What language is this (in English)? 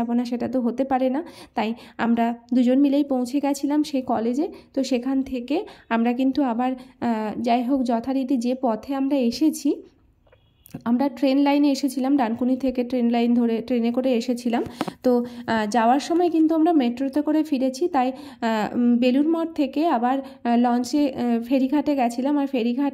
Bangla